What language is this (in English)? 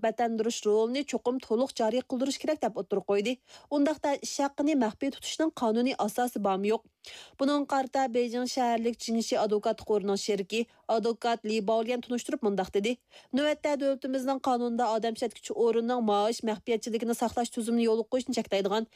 Uyghur